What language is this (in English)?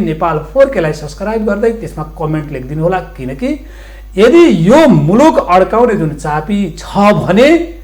Nepali